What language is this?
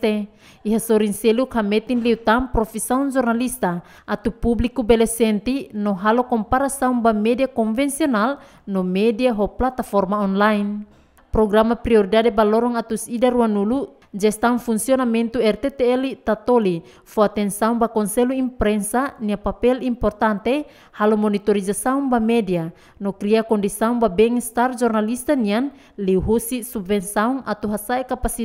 Tetum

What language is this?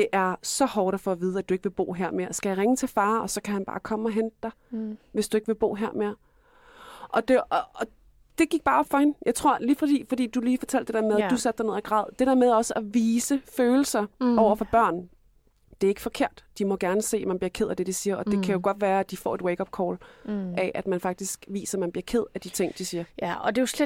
Danish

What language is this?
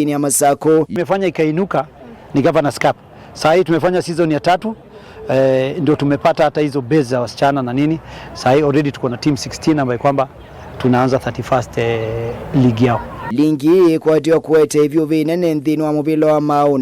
Kamba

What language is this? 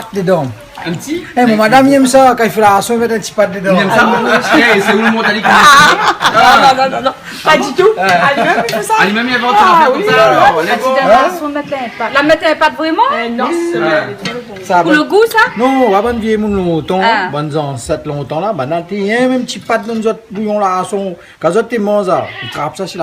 Réunion Creole French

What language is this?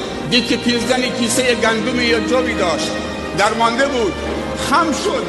Tajik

